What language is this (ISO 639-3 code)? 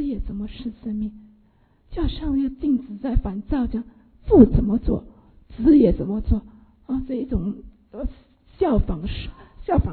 zho